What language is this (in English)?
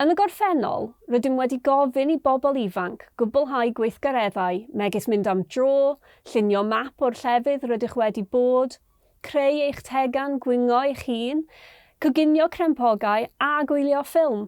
Welsh